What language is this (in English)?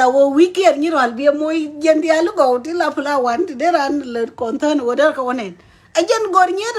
Nuer